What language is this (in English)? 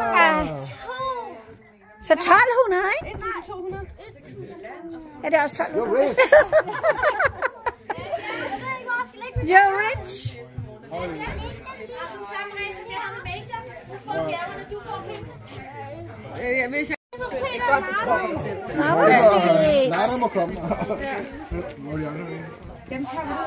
Danish